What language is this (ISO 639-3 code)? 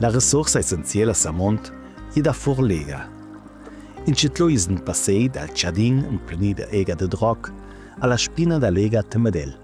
lld